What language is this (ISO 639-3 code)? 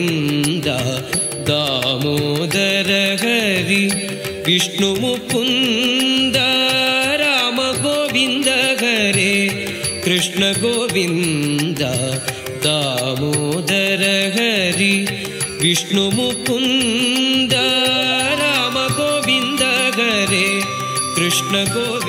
kan